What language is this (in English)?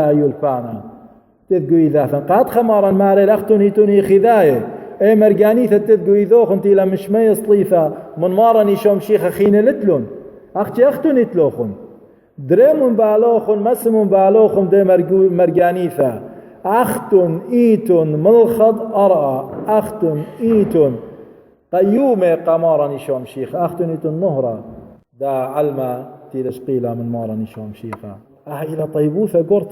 Assyrian Neo-Aramaic